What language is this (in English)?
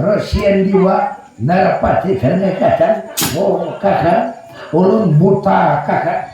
Banjar